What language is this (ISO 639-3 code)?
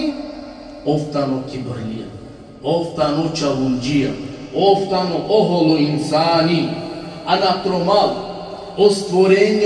rmn